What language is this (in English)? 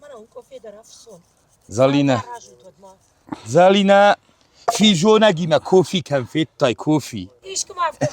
Ossetic